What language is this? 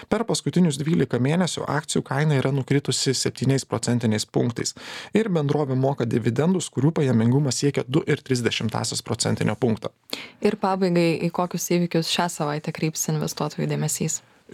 Lithuanian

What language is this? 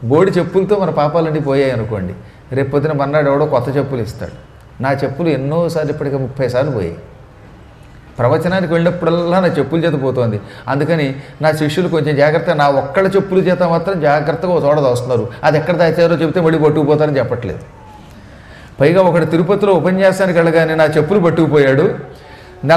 Telugu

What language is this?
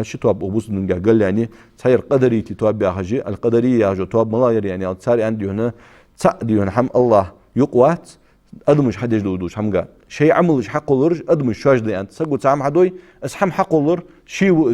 Ingush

